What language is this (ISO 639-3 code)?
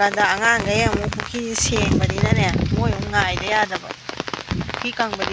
mni